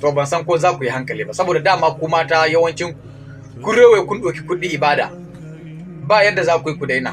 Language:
Hausa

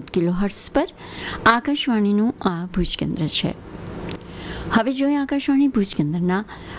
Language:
Gujarati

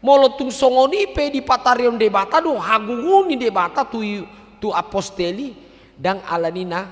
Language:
Batak Toba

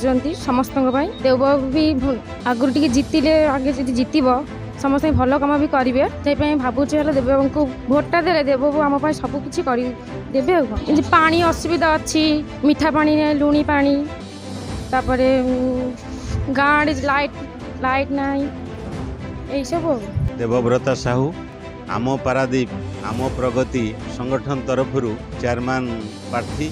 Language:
Odia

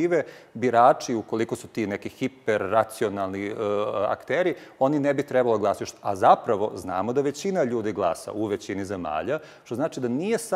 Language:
Serbian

